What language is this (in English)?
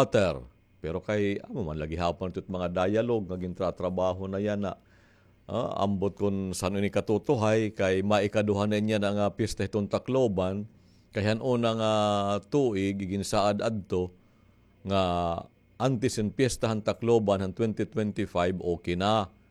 Waray